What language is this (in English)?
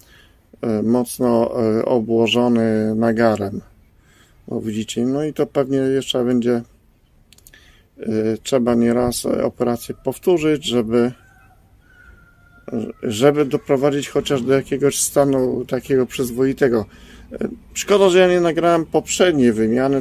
Polish